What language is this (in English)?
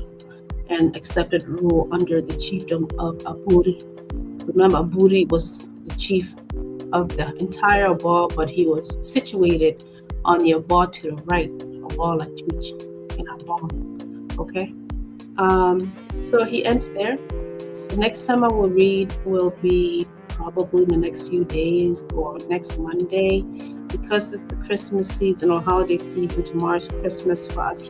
Acoli